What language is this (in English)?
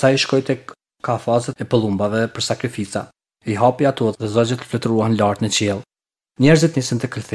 Albanian